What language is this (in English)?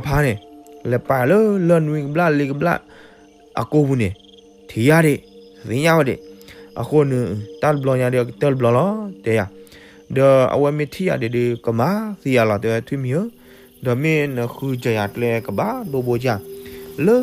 S'gaw Karen